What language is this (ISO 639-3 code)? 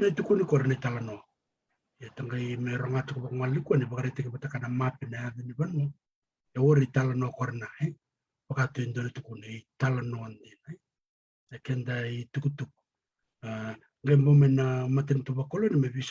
fij